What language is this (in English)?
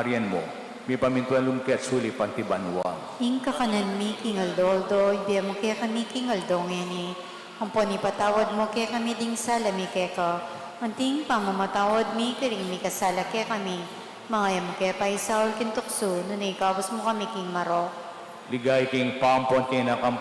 Pampanga